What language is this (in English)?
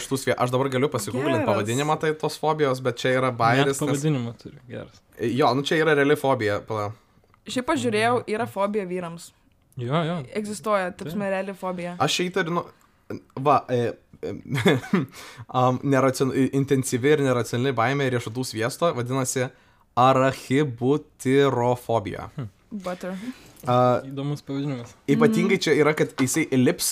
Lithuanian